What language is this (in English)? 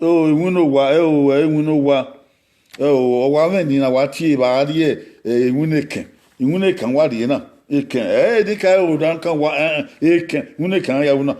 Bini